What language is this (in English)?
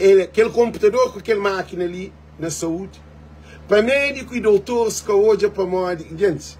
Kabuverdianu